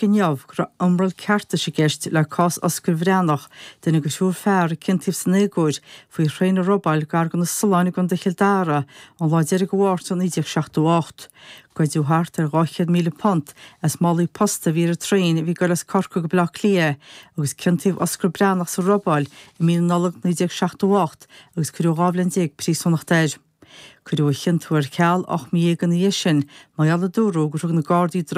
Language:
Irish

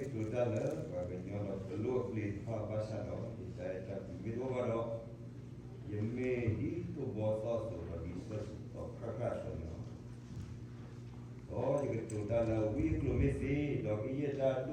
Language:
S'gaw Karen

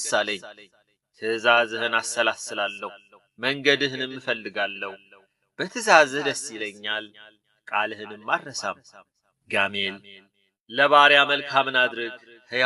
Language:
Amharic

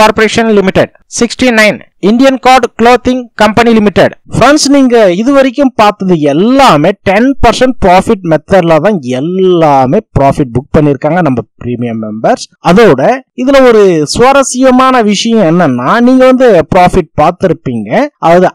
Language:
Tamil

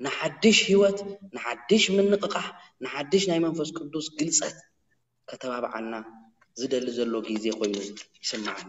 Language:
Tigrinya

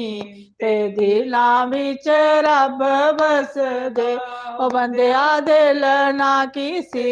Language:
Dogri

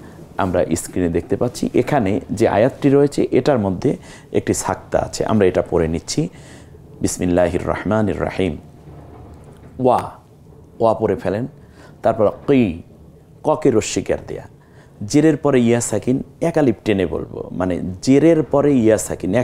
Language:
Bangla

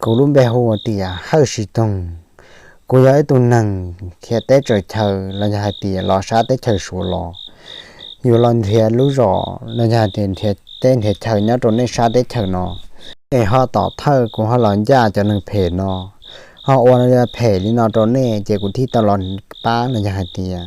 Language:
Hmong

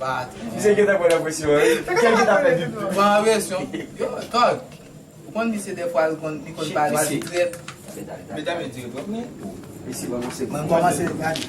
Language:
Haitian Creole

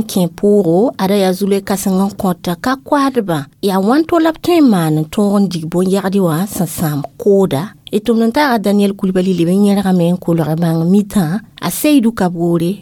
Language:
Mossi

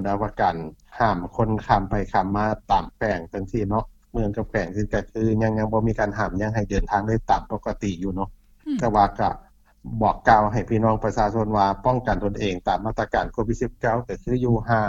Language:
Lao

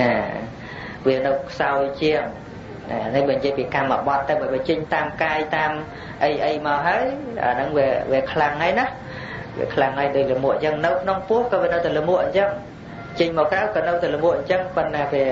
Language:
Khmer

